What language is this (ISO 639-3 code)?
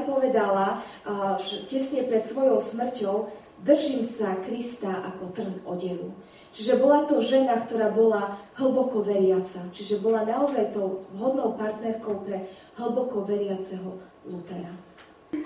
slk